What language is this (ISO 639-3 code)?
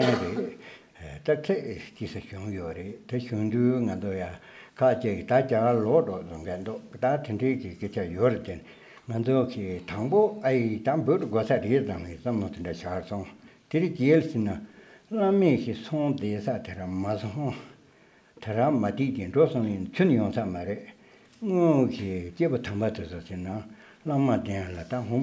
bod